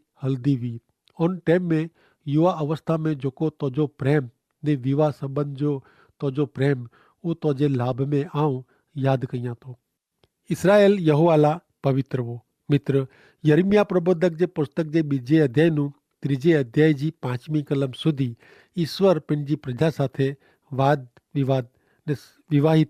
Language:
Kachhi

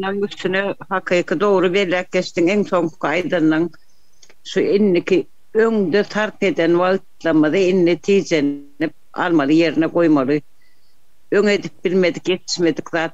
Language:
Turkmen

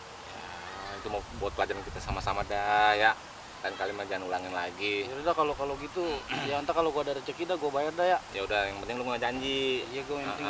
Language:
Betawi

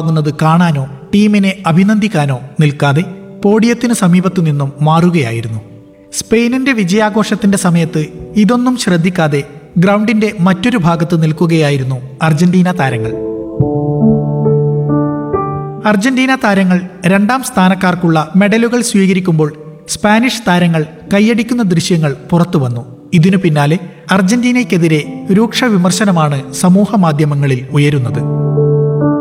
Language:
Malayalam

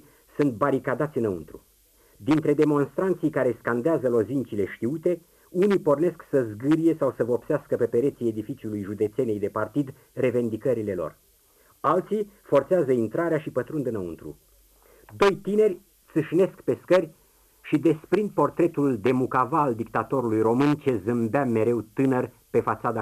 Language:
Romanian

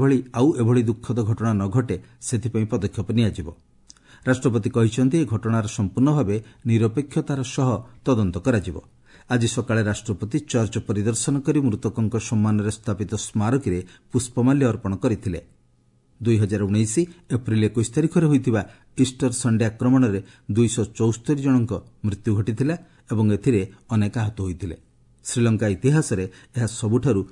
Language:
Odia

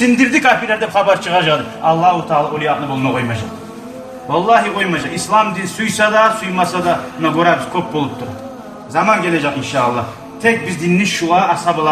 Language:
Kumyk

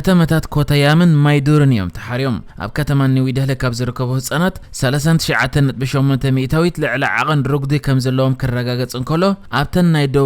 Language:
Tigrinya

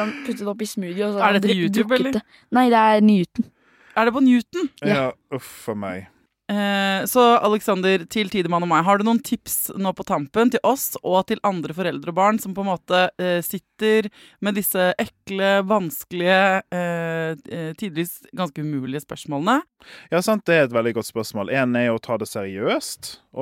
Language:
Norwegian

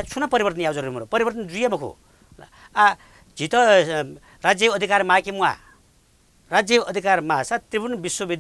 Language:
Newari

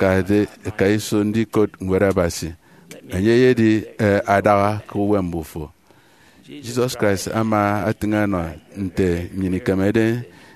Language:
Efik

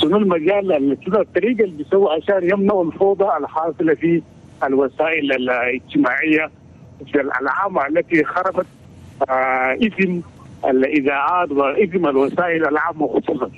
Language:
Chadian Arabic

